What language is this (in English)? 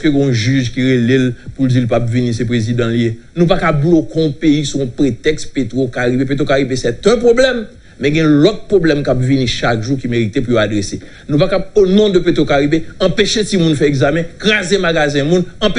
Haitian Creole